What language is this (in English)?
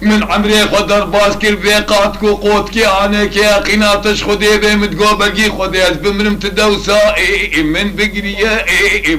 Kurdish